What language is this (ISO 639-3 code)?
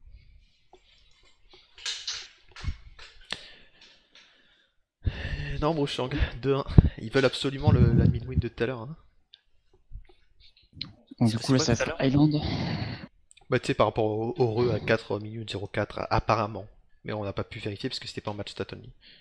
fra